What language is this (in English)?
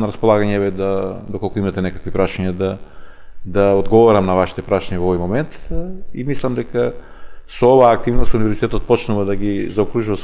Macedonian